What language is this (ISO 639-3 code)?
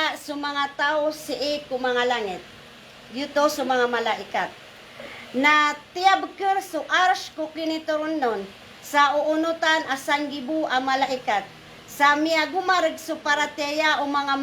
mrw